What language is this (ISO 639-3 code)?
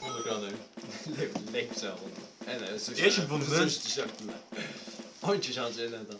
fao